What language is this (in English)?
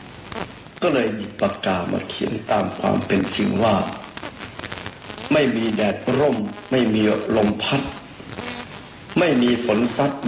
Thai